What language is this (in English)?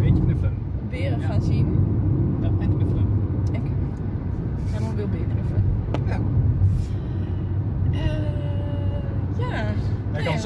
Dutch